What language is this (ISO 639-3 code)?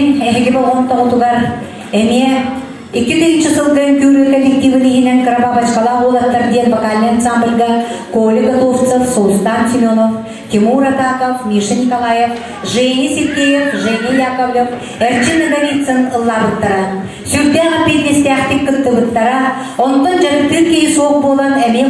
sah